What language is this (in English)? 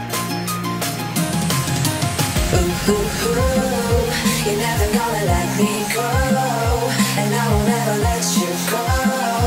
Spanish